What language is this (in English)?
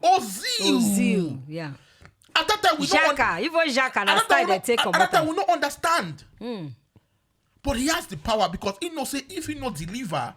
Nigerian Pidgin